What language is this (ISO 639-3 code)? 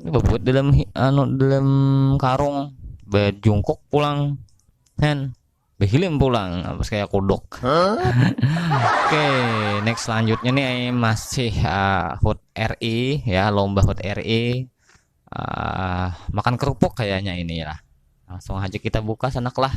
bjn